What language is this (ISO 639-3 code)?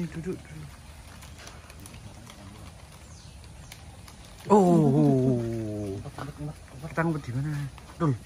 ind